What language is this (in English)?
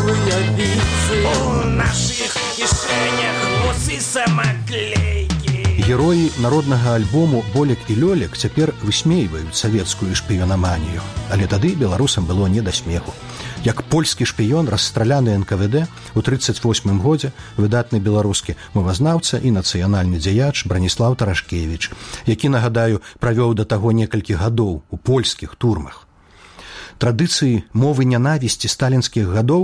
Belarusian